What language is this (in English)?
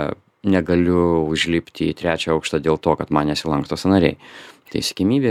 Lithuanian